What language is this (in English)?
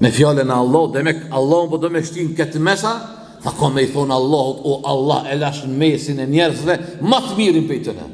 Albanian